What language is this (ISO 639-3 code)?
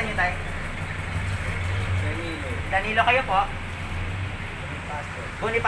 fil